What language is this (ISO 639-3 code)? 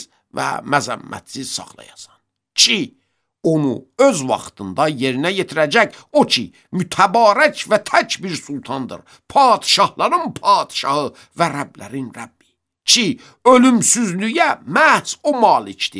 aze